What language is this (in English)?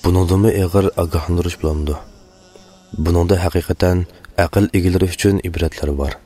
Uyghur